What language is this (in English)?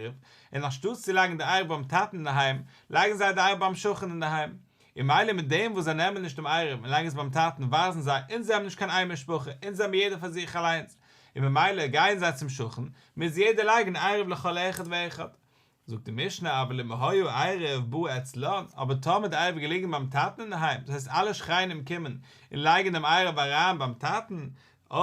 Yiddish